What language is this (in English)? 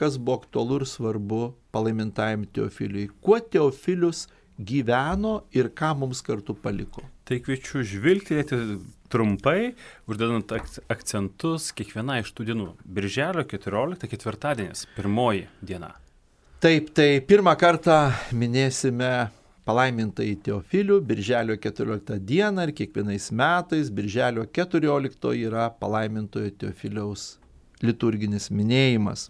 Lithuanian